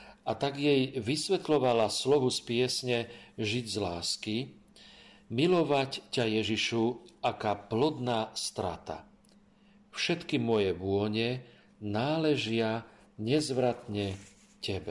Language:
Slovak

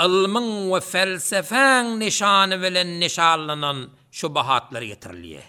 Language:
Turkmen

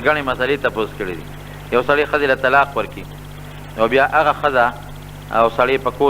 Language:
Pashto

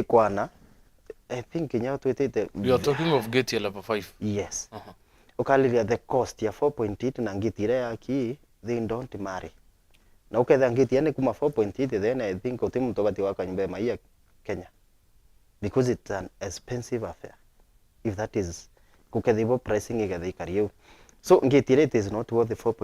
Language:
Meru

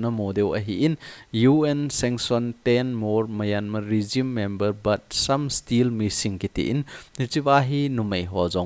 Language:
Thado Chin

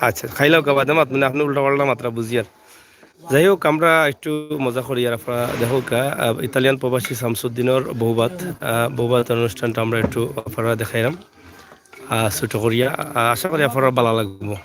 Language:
Sylheti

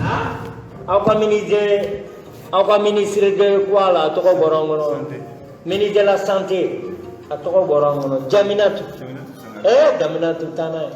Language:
Bambara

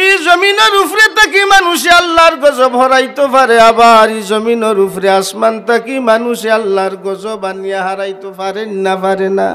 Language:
Sylheti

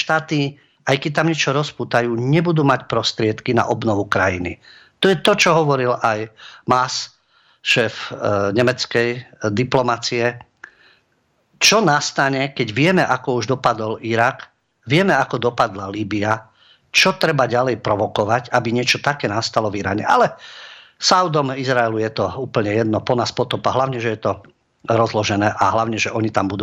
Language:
Slovak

